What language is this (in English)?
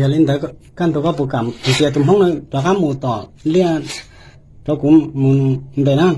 Hmong